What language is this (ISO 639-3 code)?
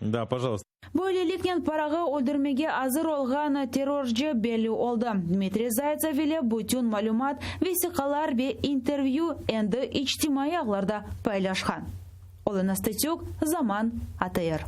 crh